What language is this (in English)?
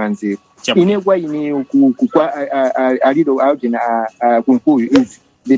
Nyanja